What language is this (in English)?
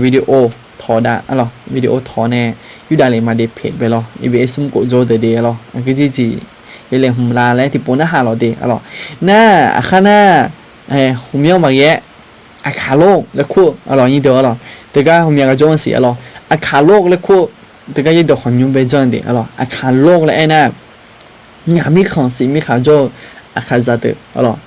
Akha